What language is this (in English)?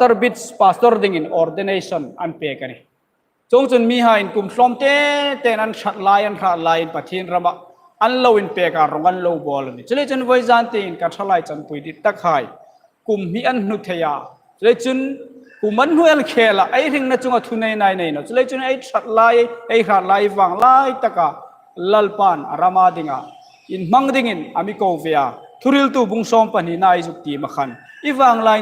Hmar